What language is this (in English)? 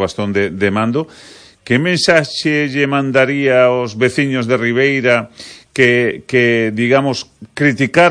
Galician